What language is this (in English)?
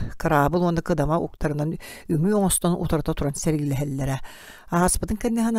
Yakut